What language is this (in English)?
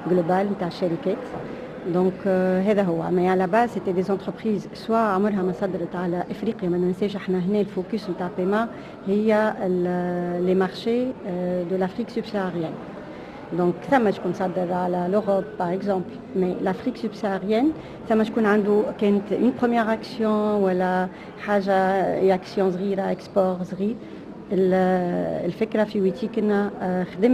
Tunisian Arabic